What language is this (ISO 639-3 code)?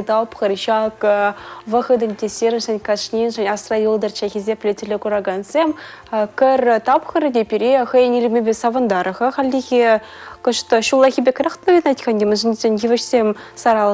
chv